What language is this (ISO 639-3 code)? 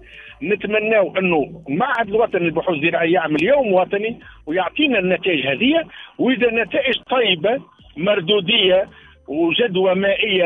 aeb